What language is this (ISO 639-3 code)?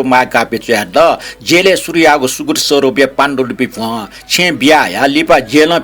new